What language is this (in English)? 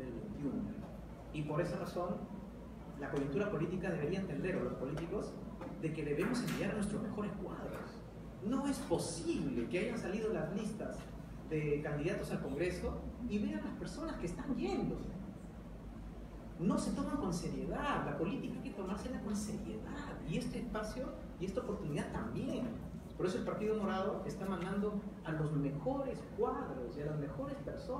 Spanish